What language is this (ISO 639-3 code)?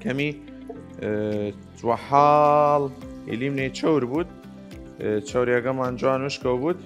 sdh